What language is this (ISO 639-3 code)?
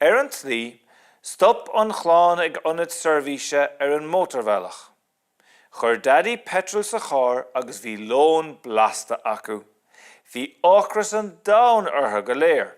gle